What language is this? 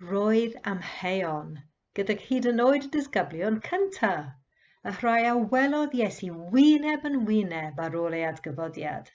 Welsh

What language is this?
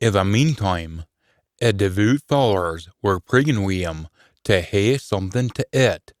Scots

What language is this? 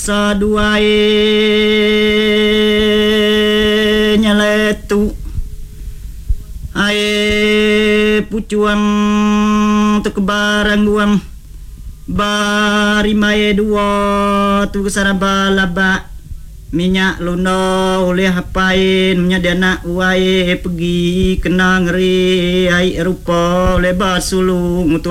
Iban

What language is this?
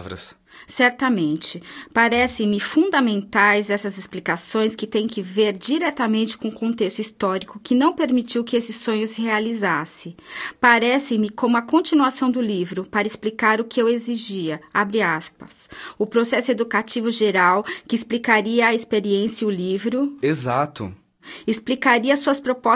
Portuguese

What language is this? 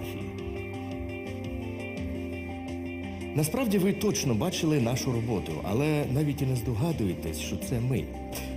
Ukrainian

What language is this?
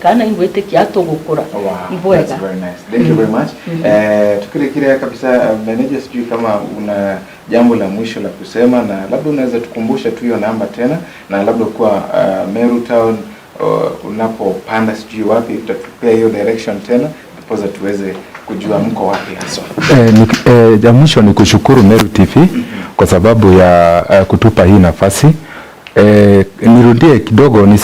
Meru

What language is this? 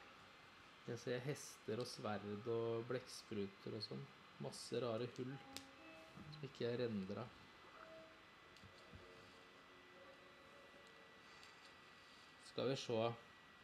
Norwegian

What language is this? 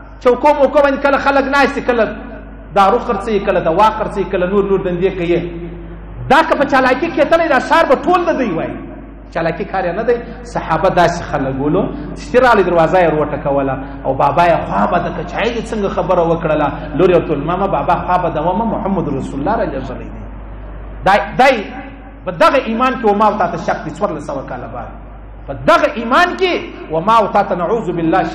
Pashto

